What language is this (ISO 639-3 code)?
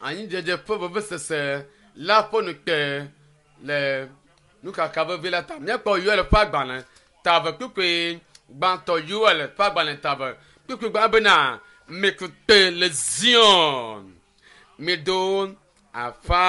ewe